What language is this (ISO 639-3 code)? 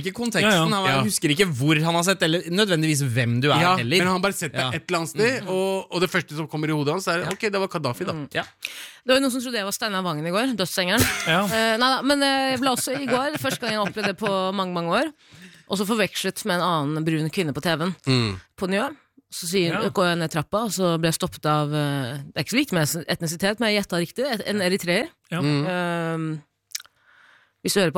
nor